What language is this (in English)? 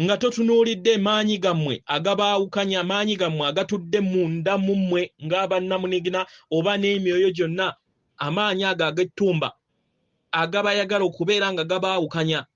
Ganda